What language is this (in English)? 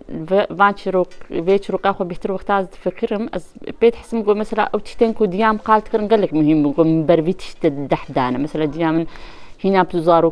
Kurdish